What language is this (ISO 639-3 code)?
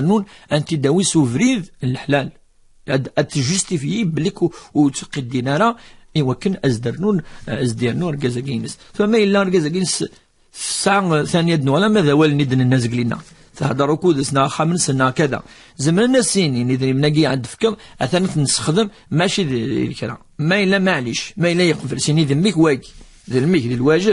kab